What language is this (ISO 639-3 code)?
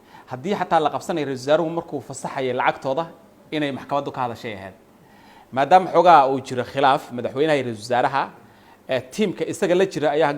som